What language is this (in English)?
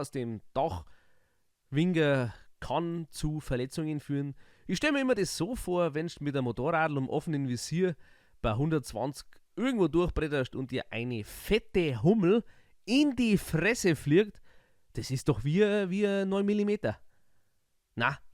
Bavarian